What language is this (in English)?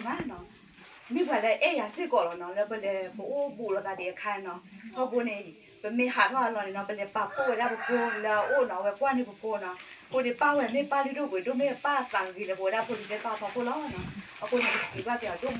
S'gaw Karen